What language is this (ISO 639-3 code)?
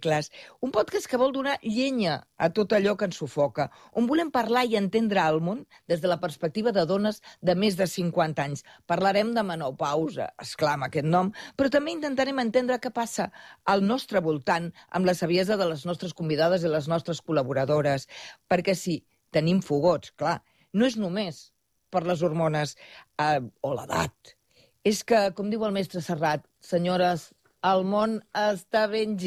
cat